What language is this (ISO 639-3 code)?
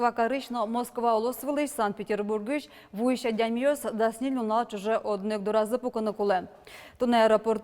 udm